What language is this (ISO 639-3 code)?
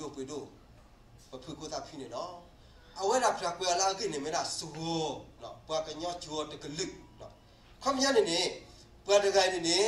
ksw